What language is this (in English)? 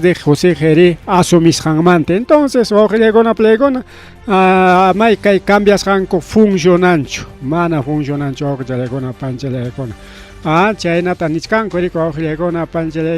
Ayacucho Quechua